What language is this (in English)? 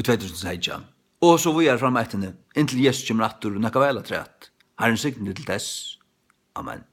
Faroese